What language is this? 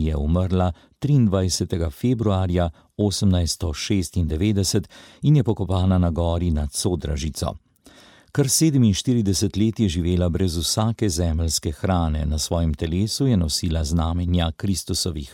Slovenian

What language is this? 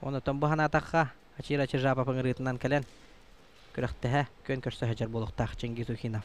Yakut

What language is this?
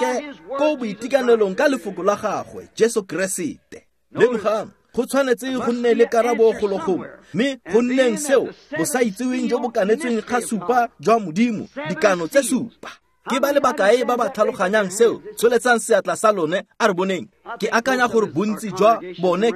Tswana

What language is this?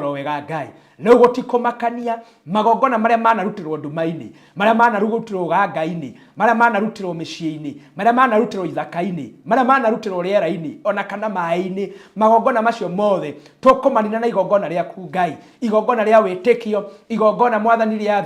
Kikuyu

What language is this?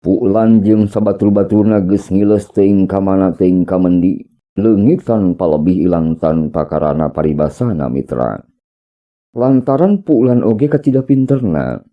Sundanese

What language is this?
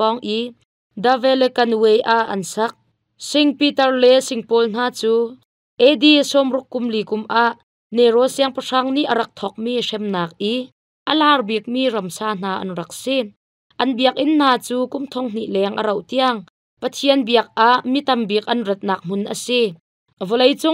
Hakha Chin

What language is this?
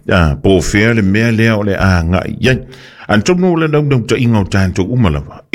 Samoan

